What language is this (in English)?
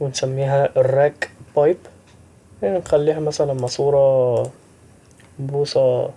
Egyptian Arabic